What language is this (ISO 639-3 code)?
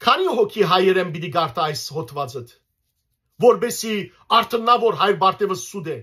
hyw